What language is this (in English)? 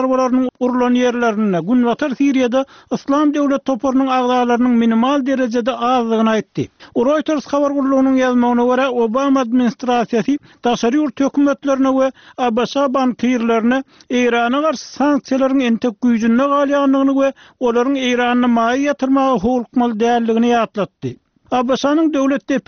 Turkmen